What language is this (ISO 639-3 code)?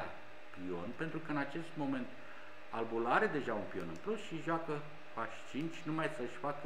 ron